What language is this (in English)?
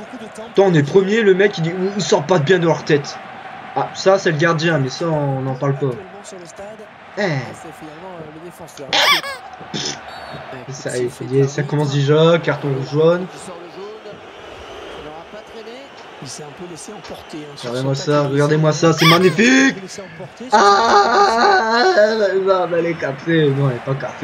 French